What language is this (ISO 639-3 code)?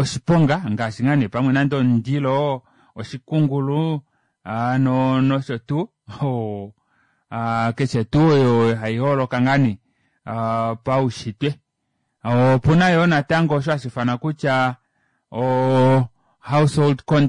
kua